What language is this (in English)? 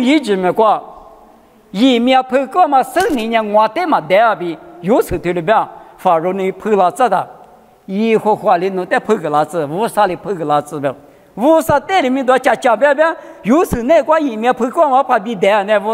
Lisu